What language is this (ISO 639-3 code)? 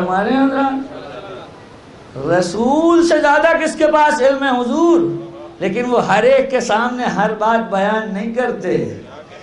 urd